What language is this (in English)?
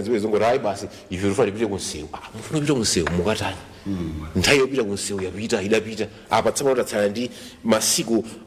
Nyanja